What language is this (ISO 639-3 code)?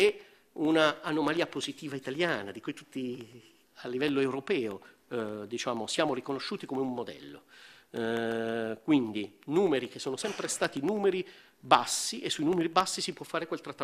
ita